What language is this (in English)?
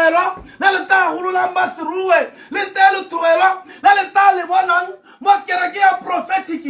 Tswana